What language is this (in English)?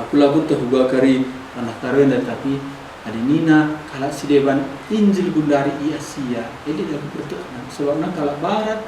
Batak Karo